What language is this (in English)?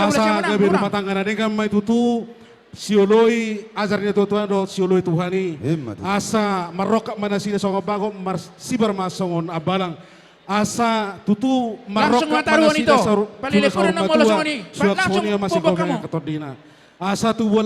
Batak Toba